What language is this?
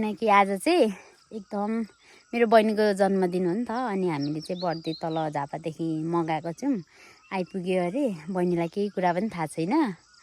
Nepali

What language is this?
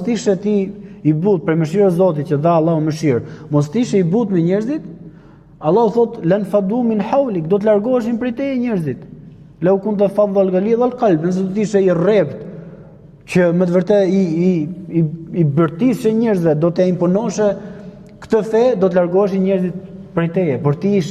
Albanian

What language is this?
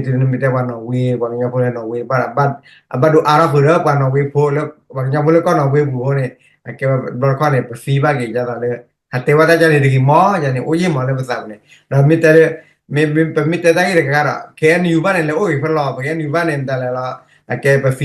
S'gaw Karen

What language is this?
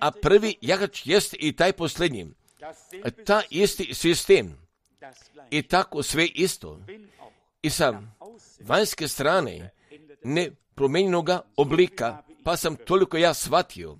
Croatian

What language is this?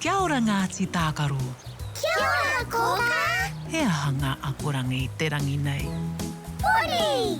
Māori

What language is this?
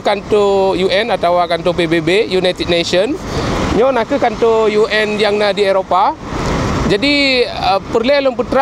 Achinese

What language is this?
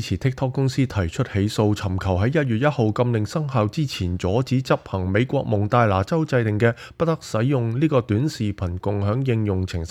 Cantonese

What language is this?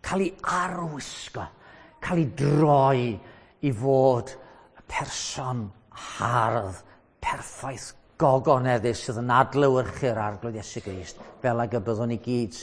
Welsh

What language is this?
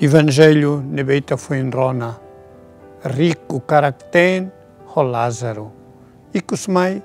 Tetum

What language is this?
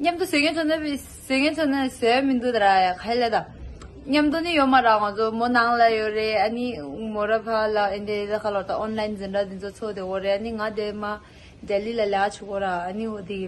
Tibetan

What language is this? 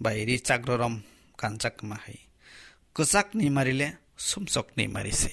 Kok Borok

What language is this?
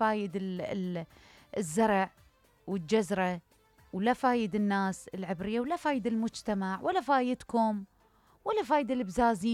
Mesopotamian Arabic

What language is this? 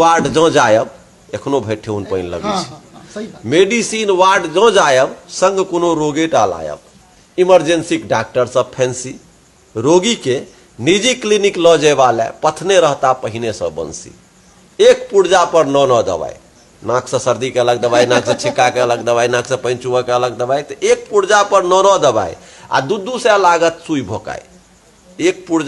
Maithili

